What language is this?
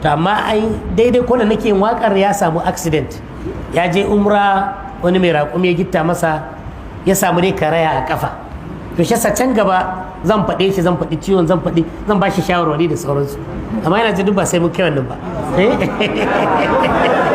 Hausa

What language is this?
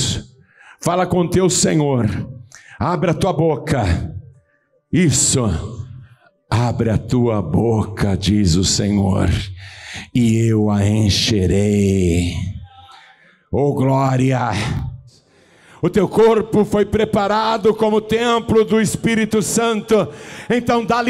Portuguese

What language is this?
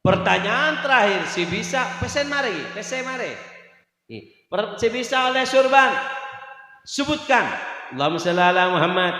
Madurese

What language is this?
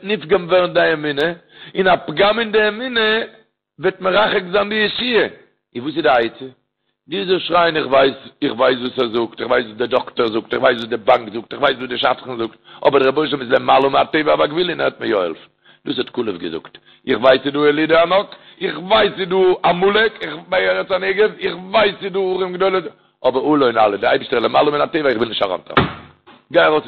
Yiddish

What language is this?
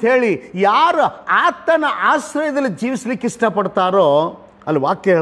Kannada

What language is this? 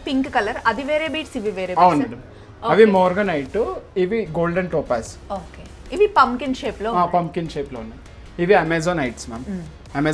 Telugu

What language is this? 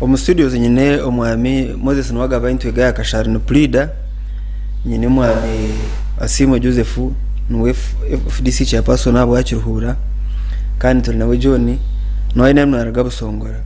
Nyankole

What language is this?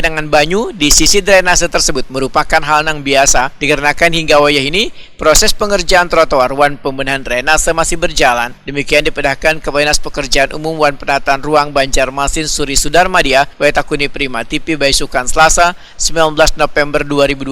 Banjar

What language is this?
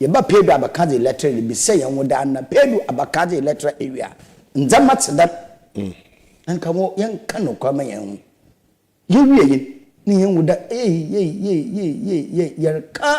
Akan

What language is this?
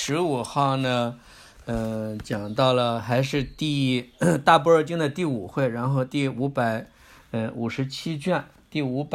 Chinese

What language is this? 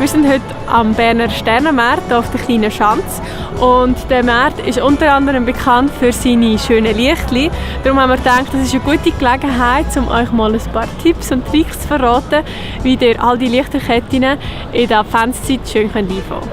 Swiss German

